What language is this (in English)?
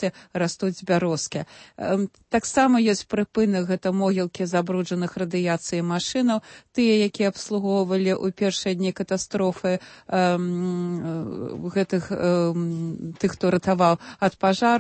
Belarusian